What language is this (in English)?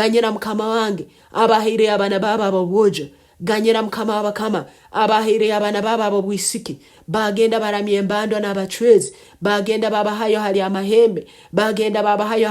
Nyankole